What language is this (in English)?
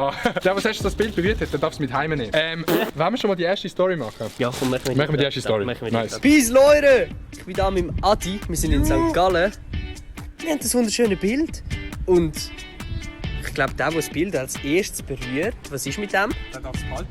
Swiss German